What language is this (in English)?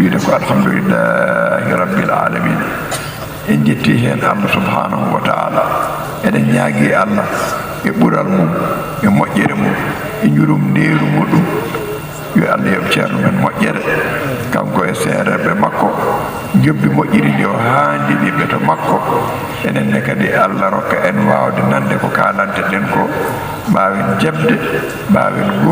Fula